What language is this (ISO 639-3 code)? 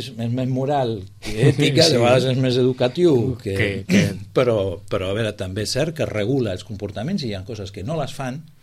cat